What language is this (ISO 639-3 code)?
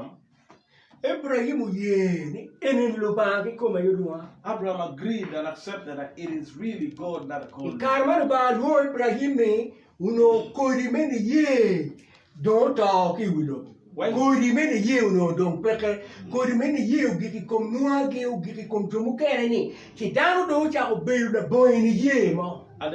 ach